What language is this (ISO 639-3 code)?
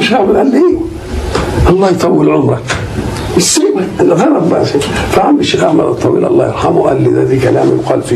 arz